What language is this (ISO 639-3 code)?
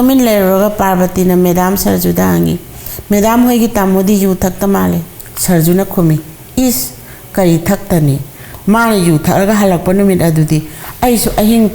mni